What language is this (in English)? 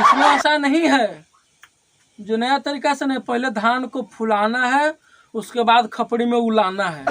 Magahi